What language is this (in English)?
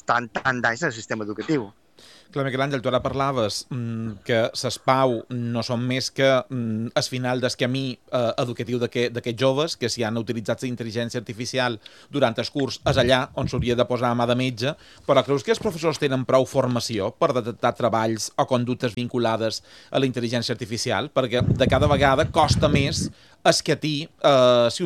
Catalan